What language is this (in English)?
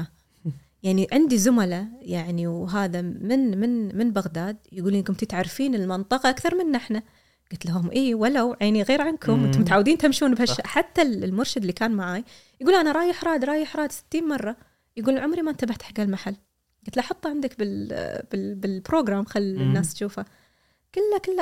Gulf Arabic